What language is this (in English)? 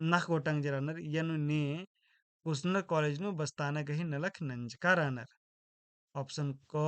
Kurukh